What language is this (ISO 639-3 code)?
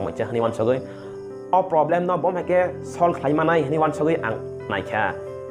trp